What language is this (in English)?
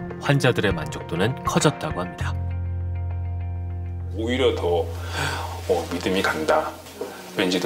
Korean